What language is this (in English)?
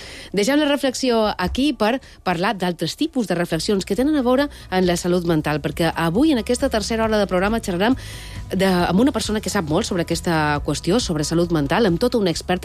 Catalan